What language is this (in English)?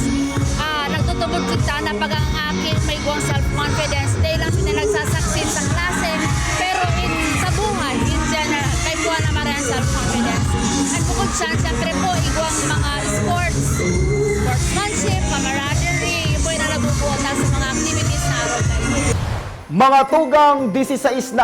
Bikol